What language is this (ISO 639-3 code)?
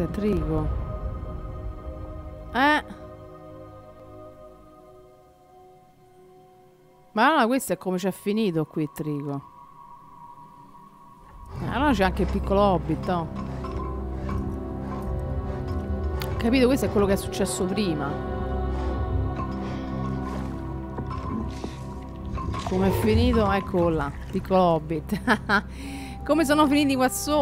ita